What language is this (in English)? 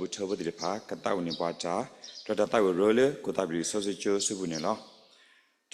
S'gaw Karen